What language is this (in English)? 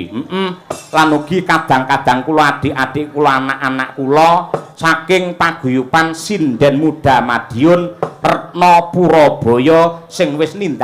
Javanese